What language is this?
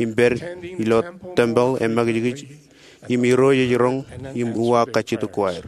Marshallese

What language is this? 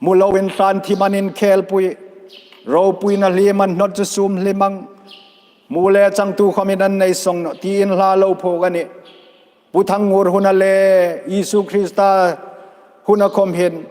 Hmar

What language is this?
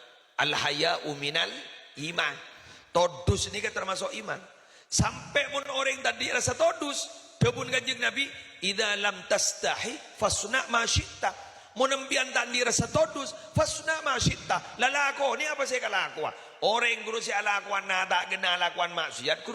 Madurese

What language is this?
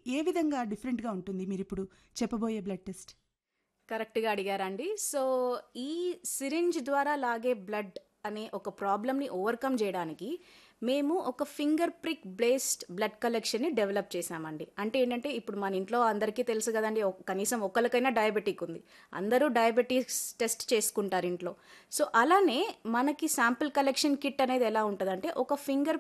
Telugu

